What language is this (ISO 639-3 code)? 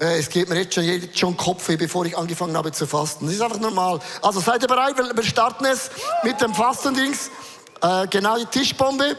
gsw